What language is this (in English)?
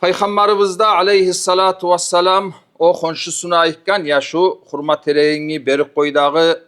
Kumyk